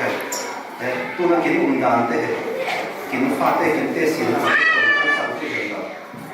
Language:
Falam Chin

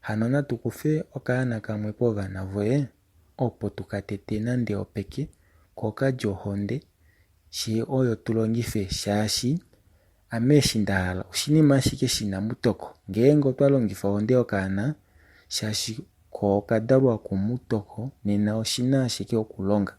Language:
Kuanyama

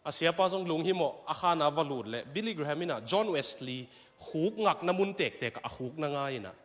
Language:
Tedim Chin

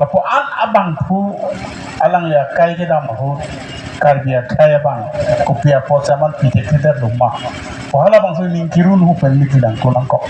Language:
Karbi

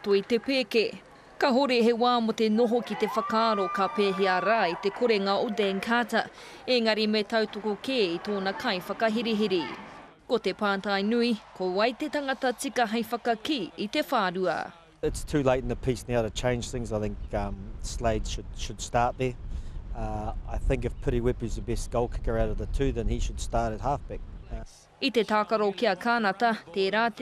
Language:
Māori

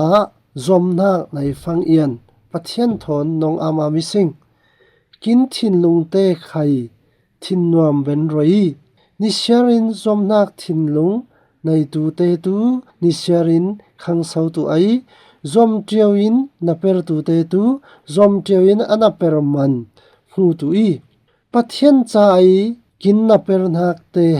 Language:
Falam Chin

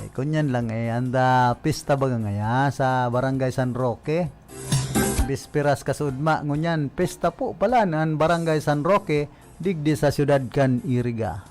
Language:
Bikol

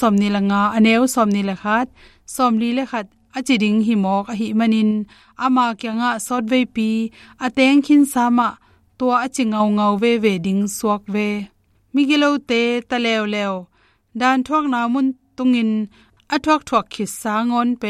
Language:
Tedim Chin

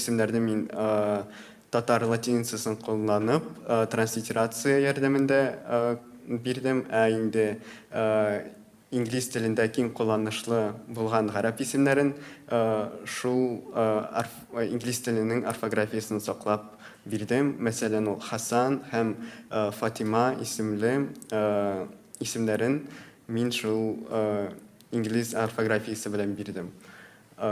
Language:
Tatar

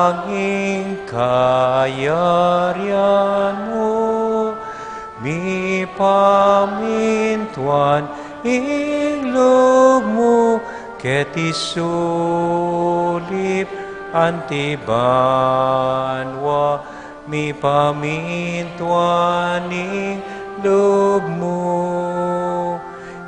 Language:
Pampanga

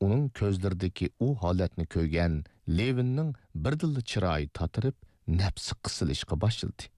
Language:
Uyghur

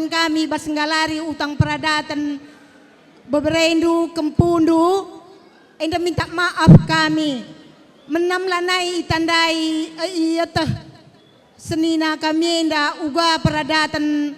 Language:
Batak Karo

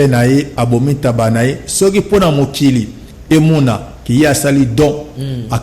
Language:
Lingala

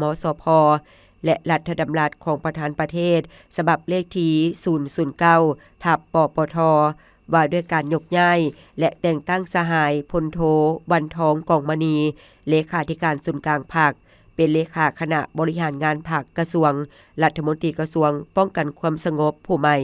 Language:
Lao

